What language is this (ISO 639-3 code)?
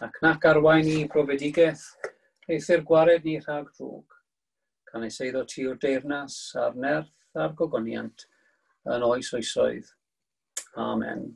cym